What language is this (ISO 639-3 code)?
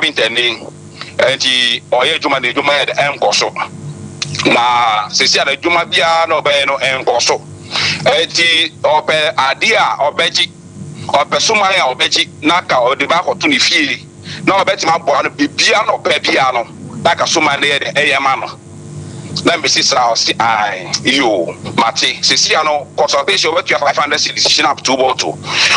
aka